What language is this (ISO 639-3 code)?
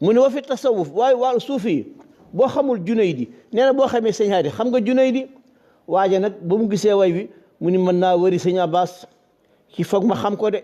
wol